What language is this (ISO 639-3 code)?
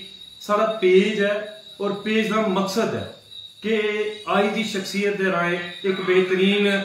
doi